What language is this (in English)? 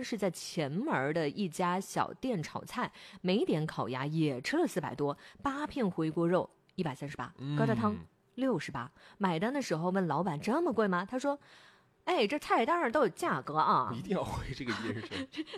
Chinese